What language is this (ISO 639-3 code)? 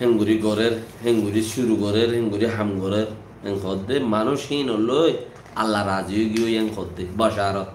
rhg